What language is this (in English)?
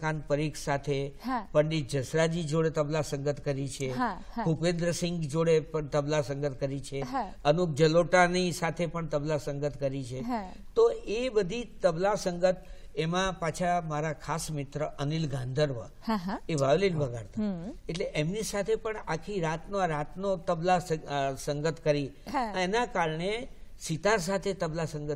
Gujarati